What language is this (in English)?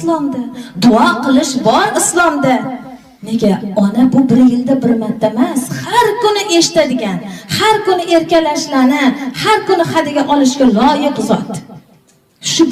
Uzbek